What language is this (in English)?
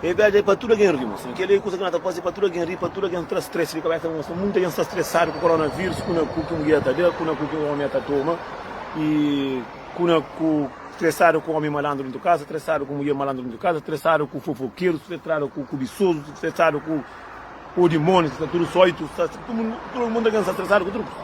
Kabuverdianu